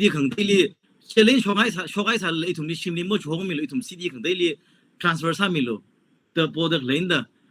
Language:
Tangkhul Naga (India)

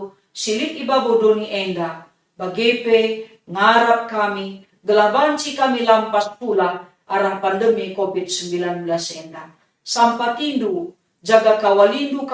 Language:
Batak Karo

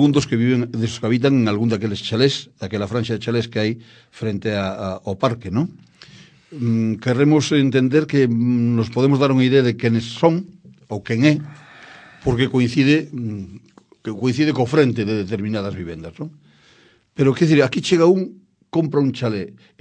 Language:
Galician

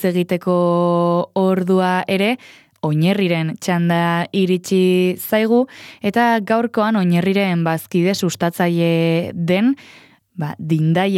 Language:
Basque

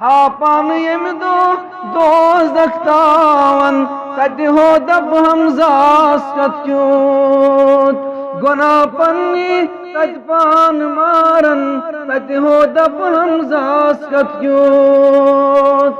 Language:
Kashmiri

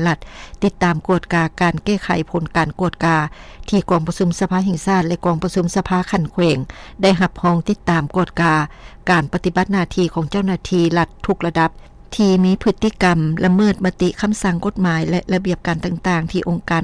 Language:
Lao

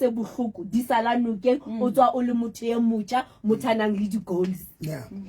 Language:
Southern Sotho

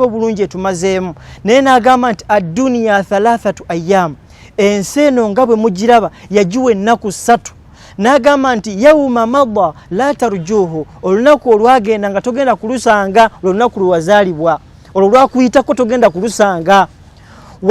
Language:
Ganda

